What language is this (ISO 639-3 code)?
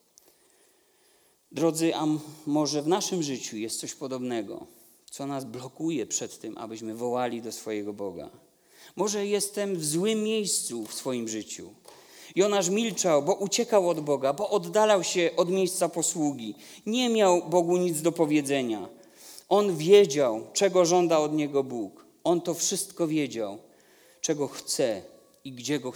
pol